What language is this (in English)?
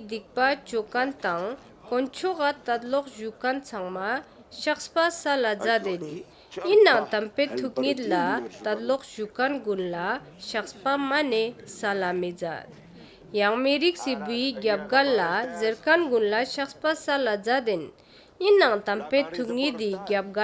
Ladakhi